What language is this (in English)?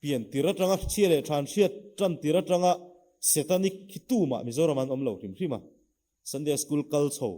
Mizo